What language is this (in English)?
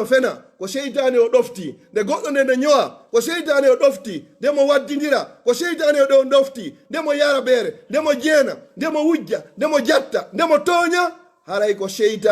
Fula